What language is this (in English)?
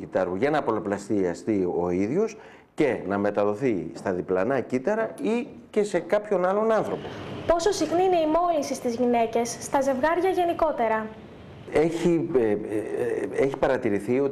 Greek